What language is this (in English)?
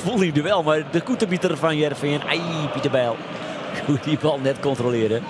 Western Frisian